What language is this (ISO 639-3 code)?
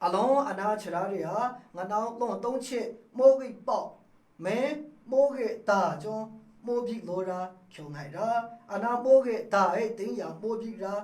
mhx